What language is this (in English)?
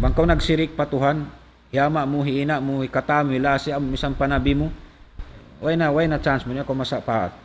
Tausug